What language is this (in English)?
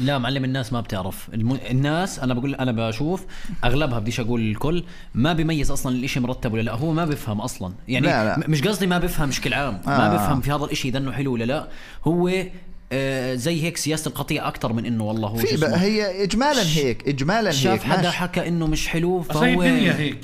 North Levantine Arabic